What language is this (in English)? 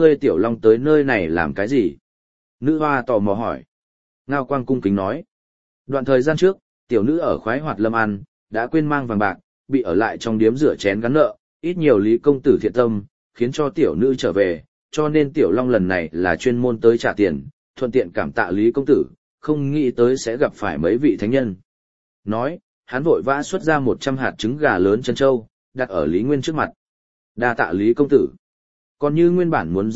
Vietnamese